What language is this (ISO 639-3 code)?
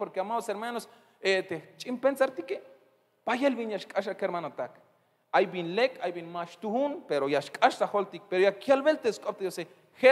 tzh